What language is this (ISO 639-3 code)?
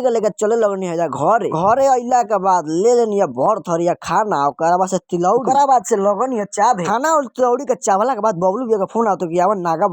bho